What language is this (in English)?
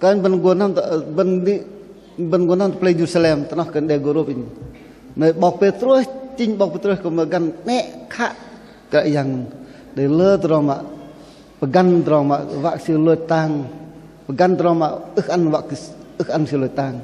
Bahnar